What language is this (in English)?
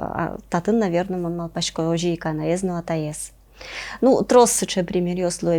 Udmurt